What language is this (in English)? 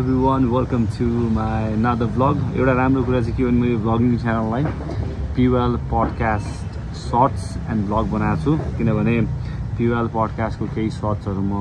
Nepali